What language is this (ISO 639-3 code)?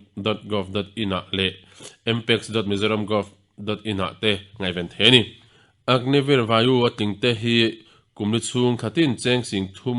lus